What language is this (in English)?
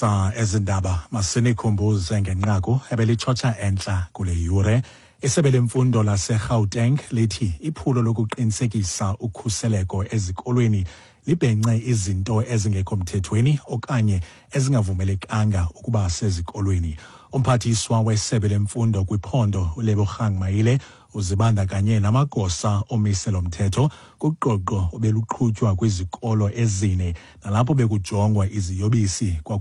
Xhosa